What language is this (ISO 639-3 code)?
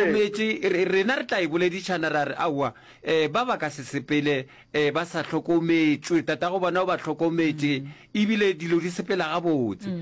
nso